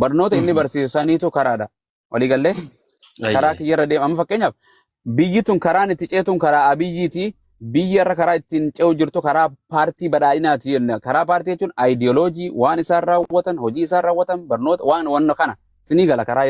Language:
Oromo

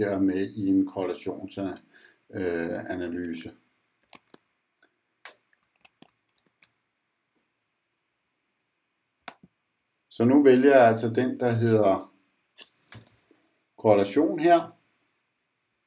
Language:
Danish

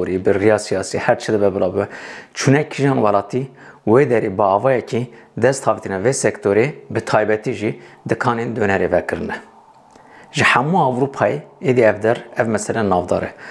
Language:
Kurdish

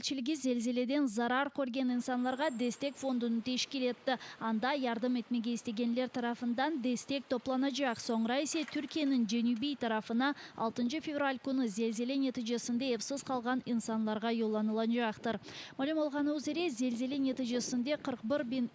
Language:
Crimean Tatar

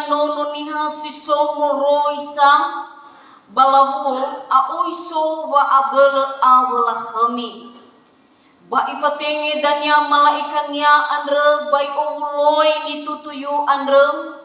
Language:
Nias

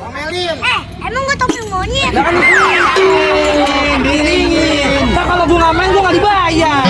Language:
Betawi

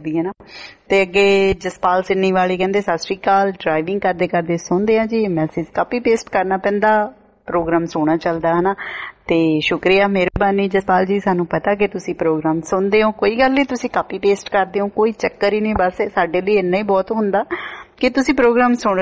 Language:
Punjabi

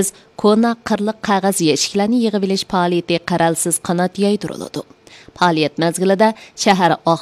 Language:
Uyghur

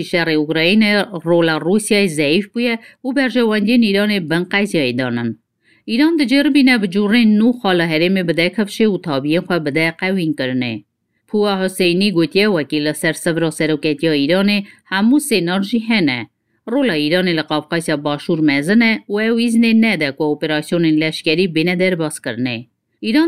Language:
Kurdish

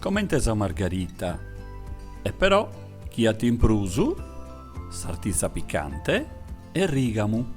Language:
Sardinian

